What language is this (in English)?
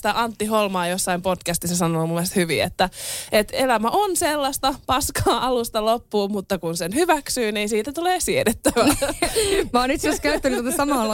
Finnish